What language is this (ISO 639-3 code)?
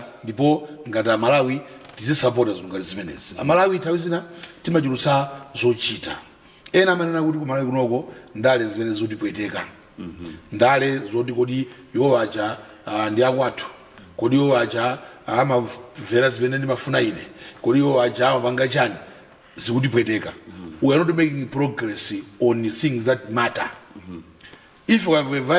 nya